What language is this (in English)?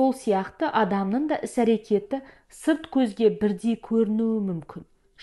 Kazakh